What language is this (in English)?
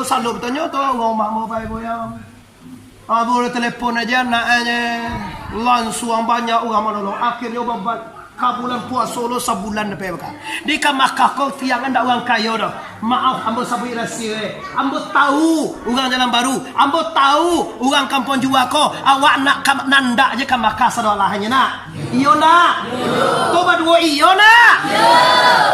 Minangkabau